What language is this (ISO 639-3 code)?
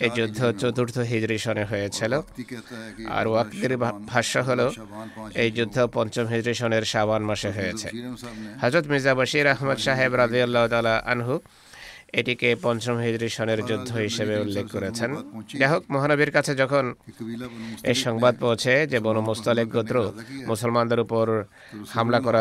ben